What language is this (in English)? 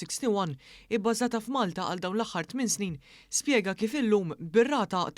Maltese